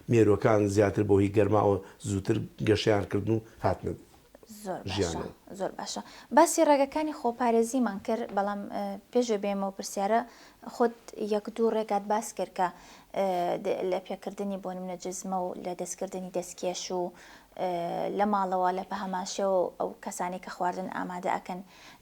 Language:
Central Kurdish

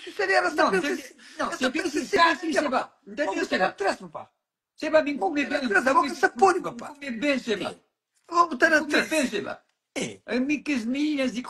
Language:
Kabuverdianu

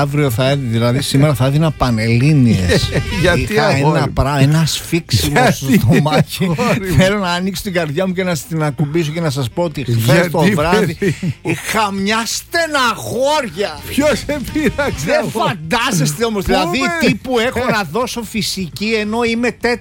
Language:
Greek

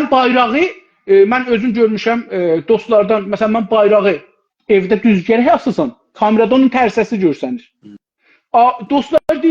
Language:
South Azerbaijani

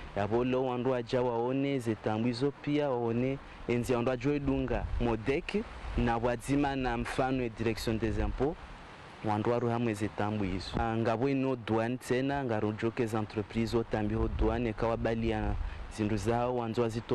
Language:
Ngazidja Comorian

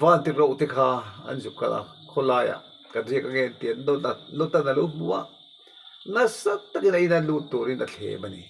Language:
Mizo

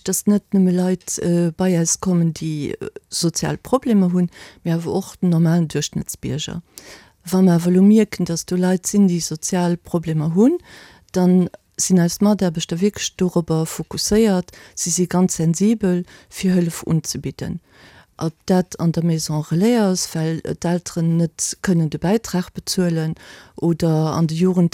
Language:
Luxembourgish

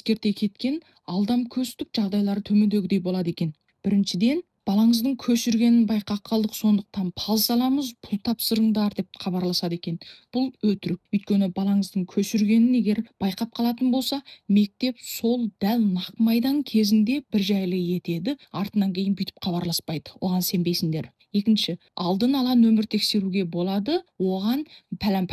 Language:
Kazakh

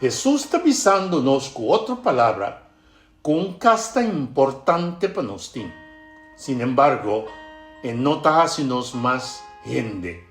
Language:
Papiamento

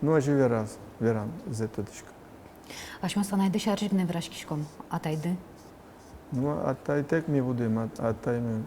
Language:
Udmurt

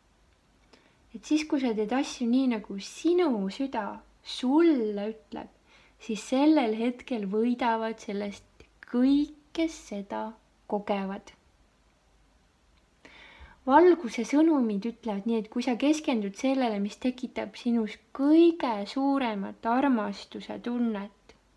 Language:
Estonian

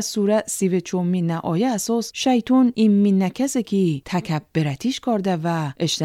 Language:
Gilaki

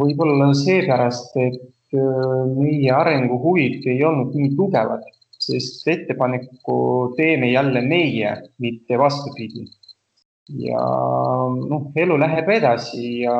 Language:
Estonian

